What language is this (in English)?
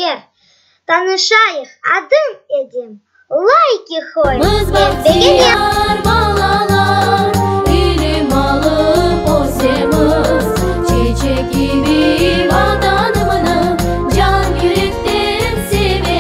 Crimean Tatar